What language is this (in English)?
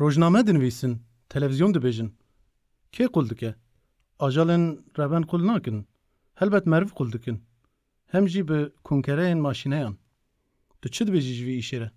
Kurdish